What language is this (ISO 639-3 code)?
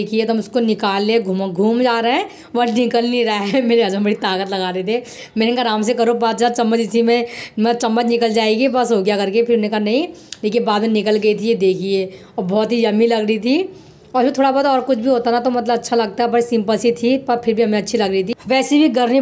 hin